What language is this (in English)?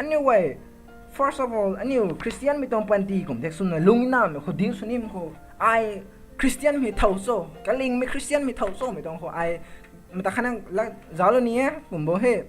Rongmei Naga